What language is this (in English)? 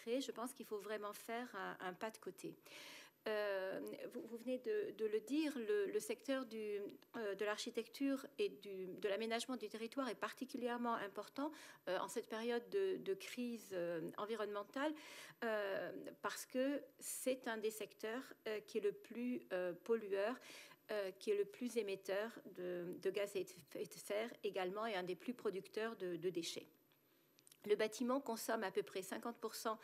French